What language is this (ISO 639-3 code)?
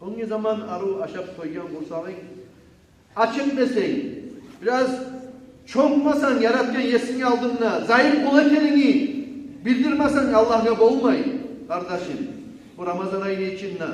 kum